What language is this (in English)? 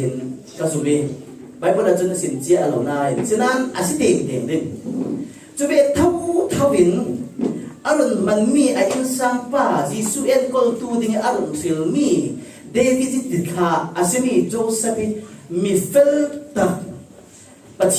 Falam Chin